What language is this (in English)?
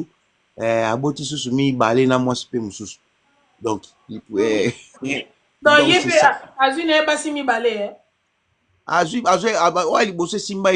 Lingala